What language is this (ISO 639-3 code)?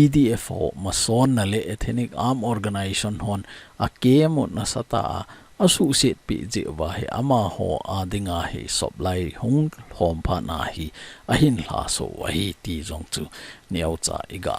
tcz